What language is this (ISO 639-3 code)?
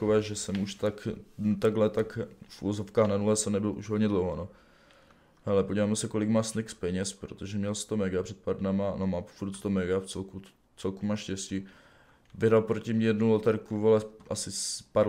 ces